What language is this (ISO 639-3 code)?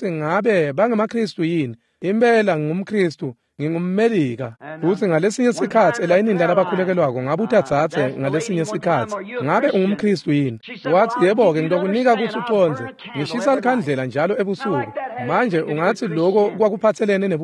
ssw